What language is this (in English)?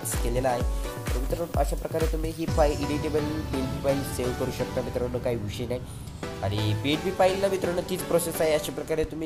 Marathi